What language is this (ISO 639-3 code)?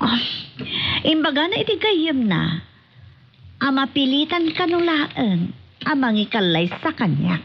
ilo